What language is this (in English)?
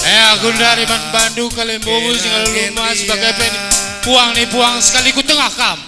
Batak Karo